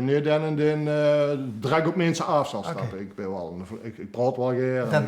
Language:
Limburgish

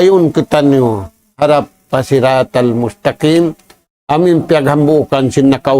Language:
Tausug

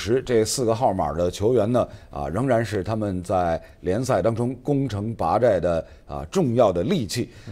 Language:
Chinese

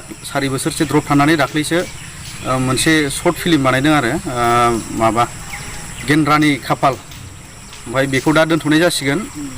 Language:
Bodo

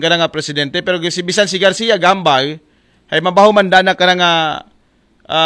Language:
Aklanon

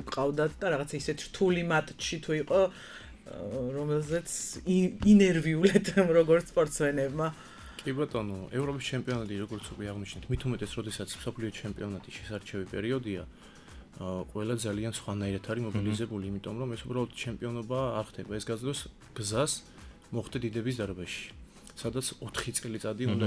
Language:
Georgian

